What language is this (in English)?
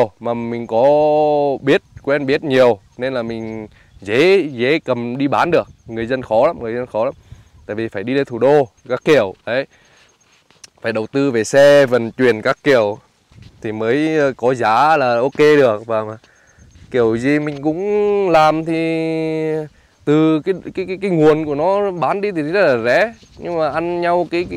Vietnamese